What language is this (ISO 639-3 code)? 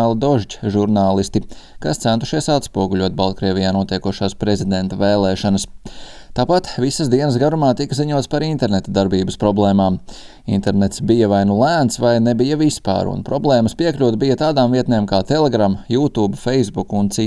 lav